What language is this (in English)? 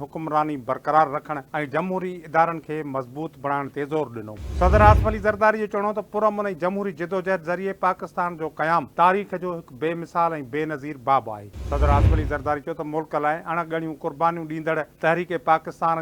Sindhi